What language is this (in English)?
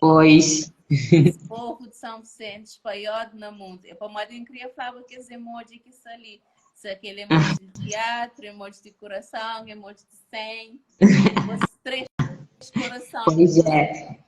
Kabuverdianu